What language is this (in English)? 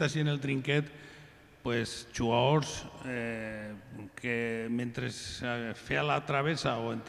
Catalan